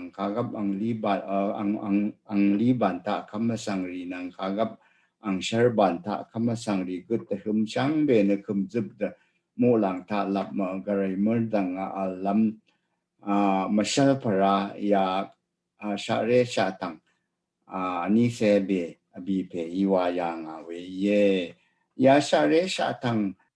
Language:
Rawang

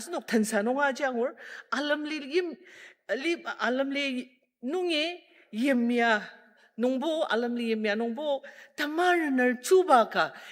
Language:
Ao Naga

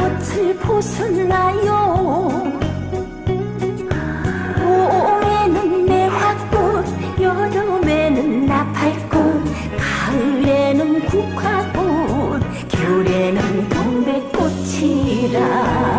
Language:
Korean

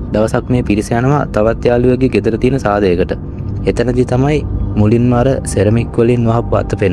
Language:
Sinhala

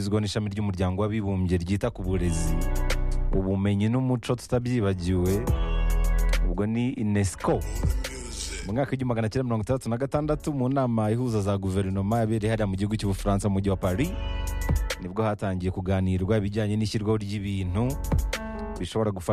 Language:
Kinyarwanda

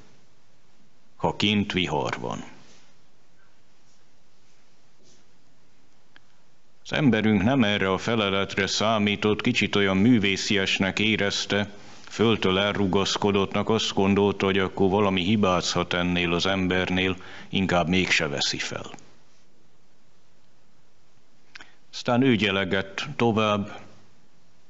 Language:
Hungarian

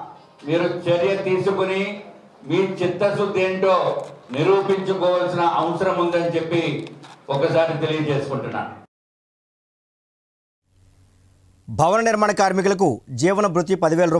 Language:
Telugu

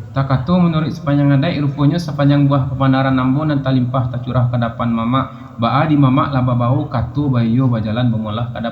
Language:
Minangkabau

